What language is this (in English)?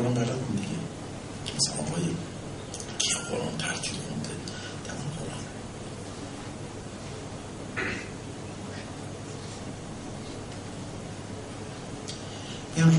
Persian